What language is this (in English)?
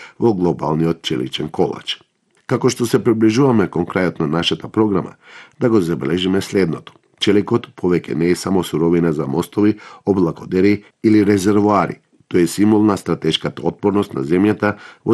Macedonian